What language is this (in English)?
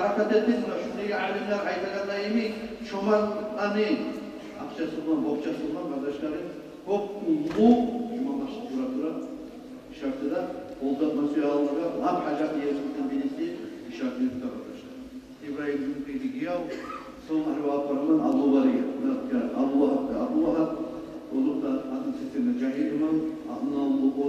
Kumyk